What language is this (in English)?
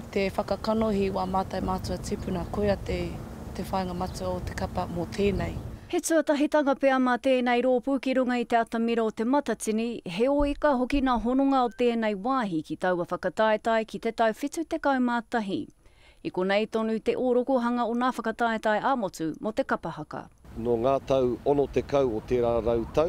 Māori